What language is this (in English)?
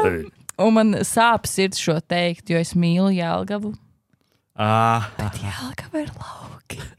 Latvian